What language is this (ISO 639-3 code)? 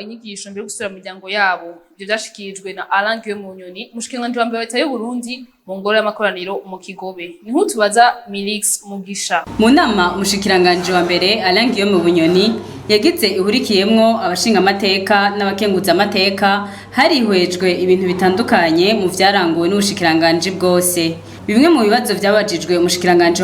run